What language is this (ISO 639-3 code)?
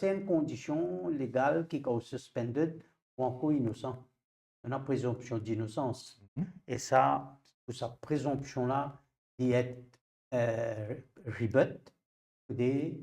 mfe